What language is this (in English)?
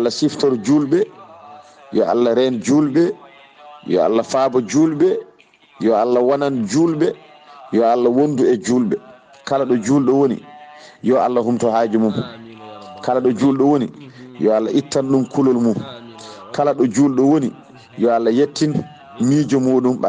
Fula